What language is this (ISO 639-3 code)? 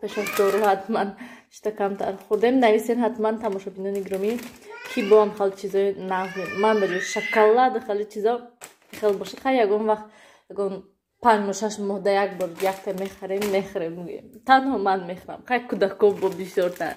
tgk